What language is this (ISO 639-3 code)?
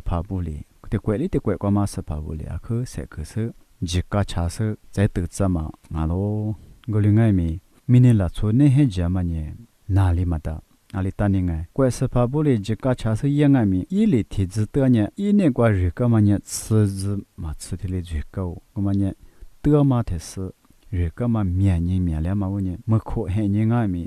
lis